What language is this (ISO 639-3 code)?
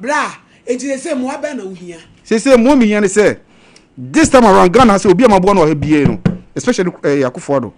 aka